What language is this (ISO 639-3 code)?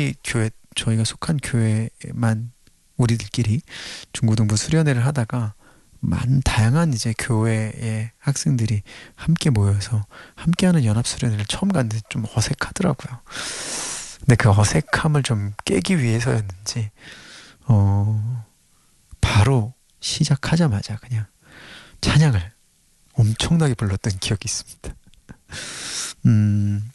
kor